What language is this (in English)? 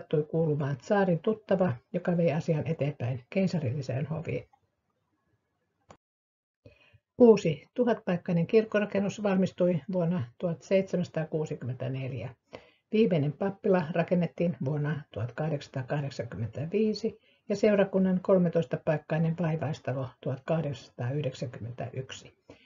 Finnish